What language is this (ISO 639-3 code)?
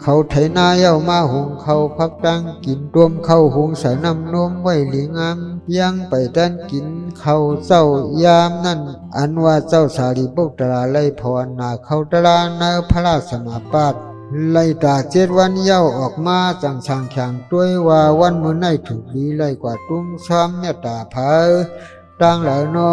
shn